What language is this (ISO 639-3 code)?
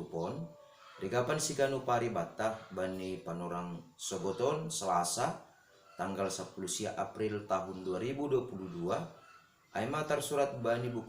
bts